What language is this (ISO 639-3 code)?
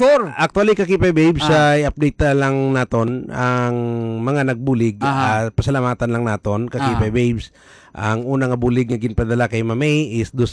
hil